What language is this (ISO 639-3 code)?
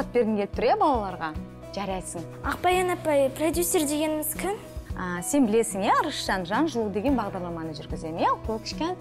kaz